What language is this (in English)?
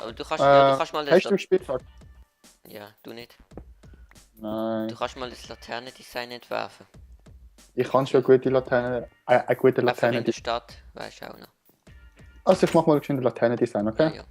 Swiss German